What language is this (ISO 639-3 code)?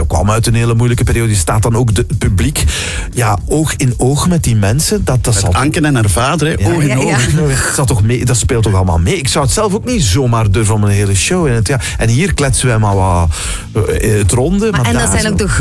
nld